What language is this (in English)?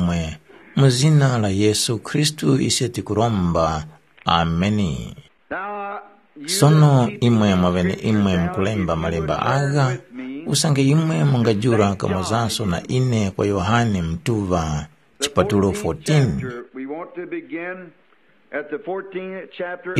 Tumbuka